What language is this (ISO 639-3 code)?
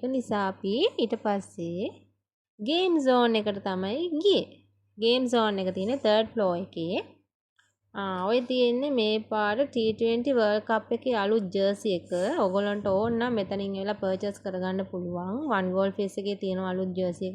sin